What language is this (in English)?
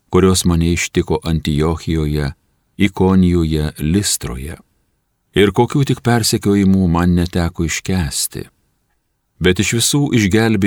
Lithuanian